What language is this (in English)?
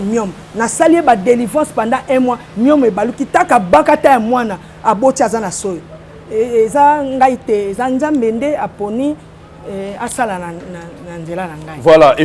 Lingala